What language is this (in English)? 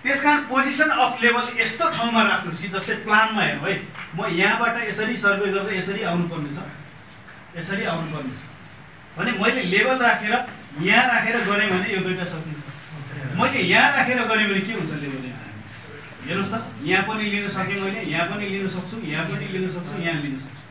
Nepali